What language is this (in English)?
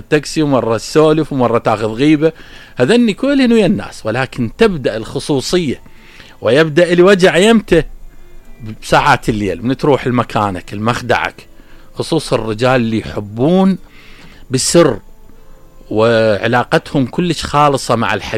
Mesopotamian Arabic